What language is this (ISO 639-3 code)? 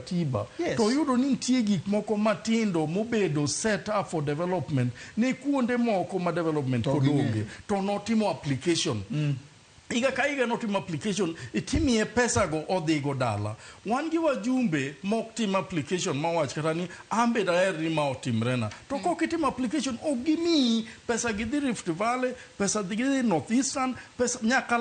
luo